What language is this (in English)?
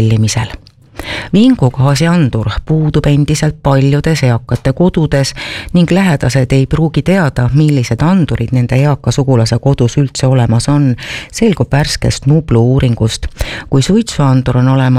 Estonian